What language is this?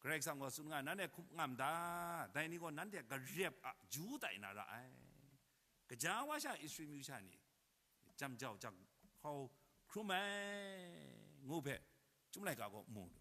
Kachin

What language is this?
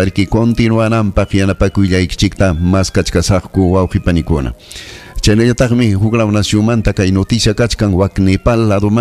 Ayacucho Quechua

